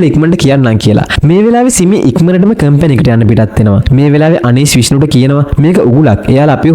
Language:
Sinhala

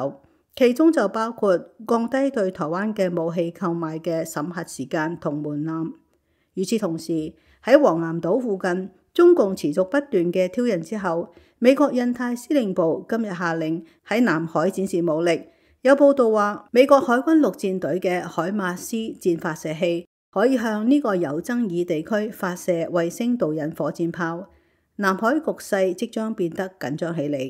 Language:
Cantonese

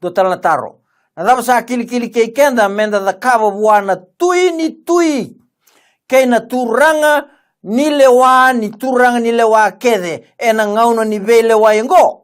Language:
Fijian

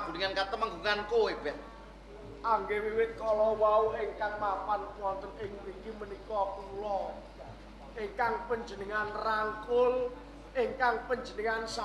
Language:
Javanese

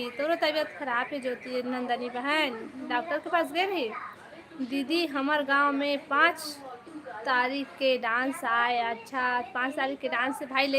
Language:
Chhattisgarhi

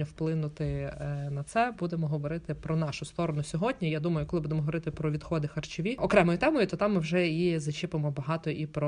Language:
Ukrainian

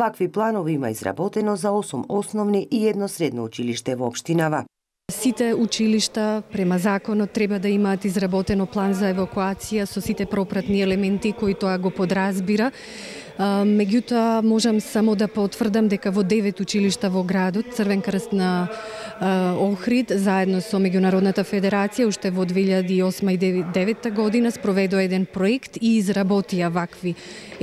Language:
Macedonian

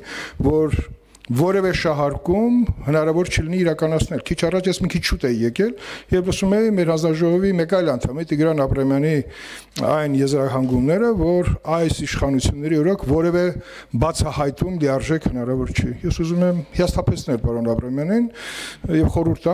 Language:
Armenian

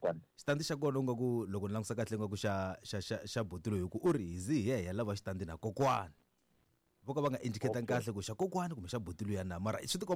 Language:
Tsonga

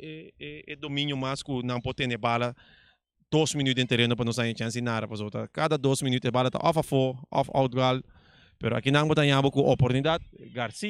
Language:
Papiamento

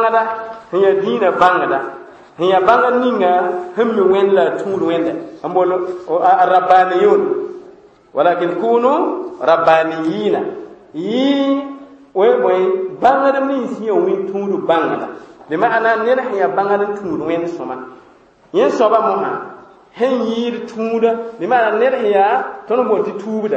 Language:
Mossi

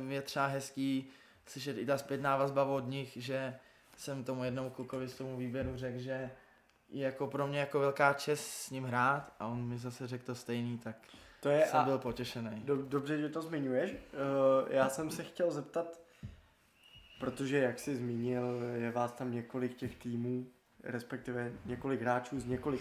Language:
Czech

